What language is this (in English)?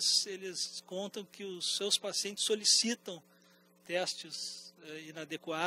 Portuguese